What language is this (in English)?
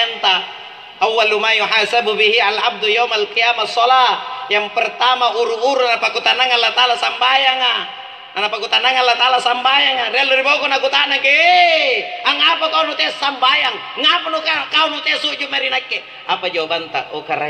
Makasar